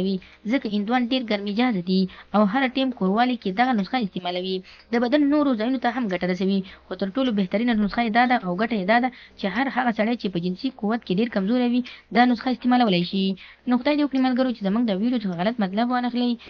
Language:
Pashto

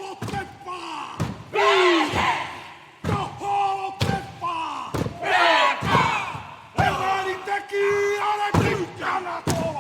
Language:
Māori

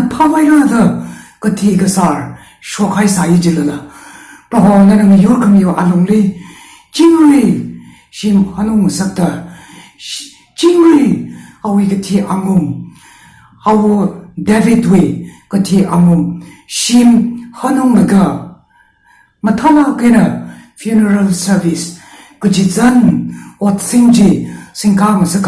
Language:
Tangkhul Naga (India)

